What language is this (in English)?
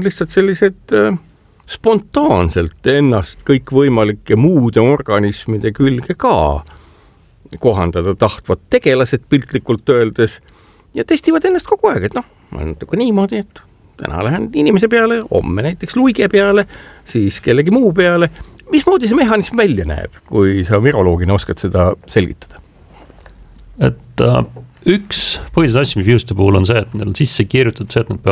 Estonian